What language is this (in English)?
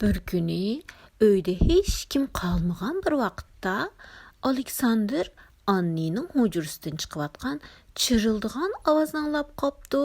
Uyghur